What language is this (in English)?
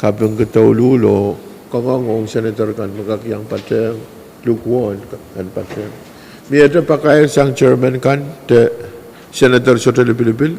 Pohnpeian